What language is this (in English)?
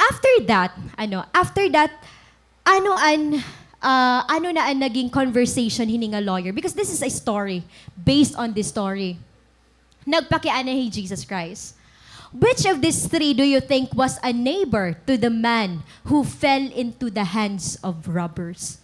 Waray